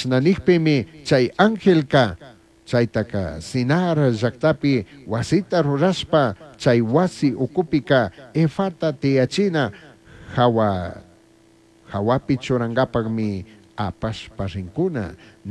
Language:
Chimborazo Highland Quichua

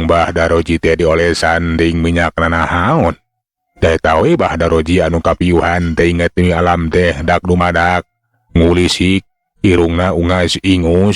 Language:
Sundanese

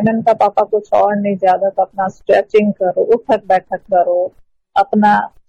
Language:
Hindi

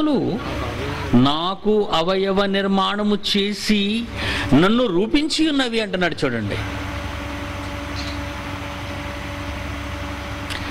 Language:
Telugu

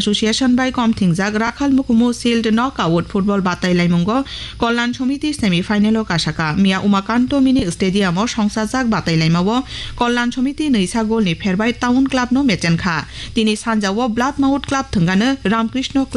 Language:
Kok Borok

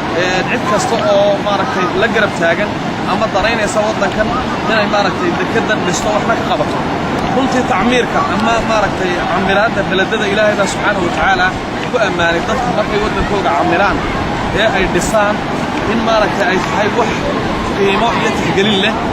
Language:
Somali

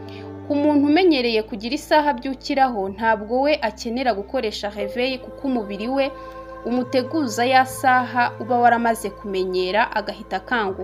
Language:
Kinyarwanda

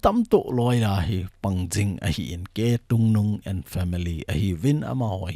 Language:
Thado Chin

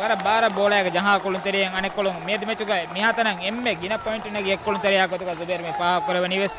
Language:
Divehi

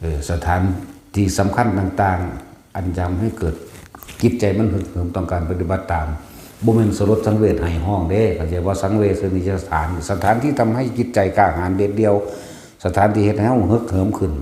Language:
Northeastern Thai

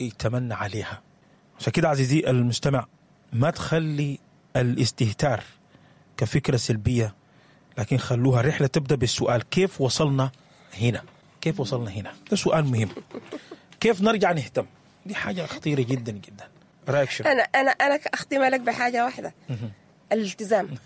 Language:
Sudanese Arabic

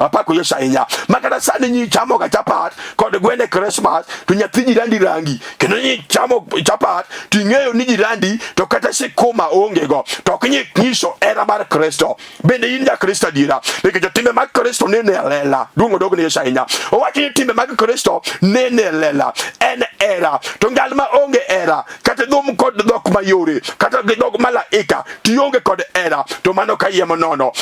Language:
Luo (Kenya and Tanzania)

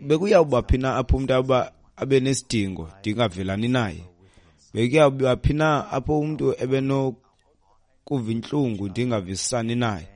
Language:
Xhosa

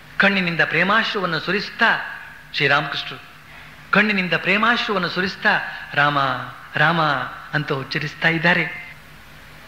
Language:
Kannada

